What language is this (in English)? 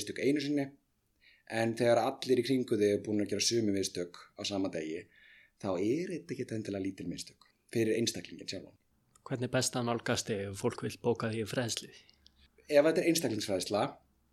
Icelandic